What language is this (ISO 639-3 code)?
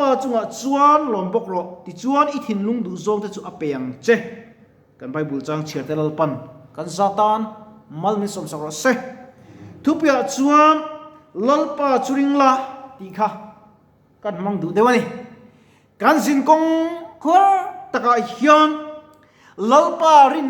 lus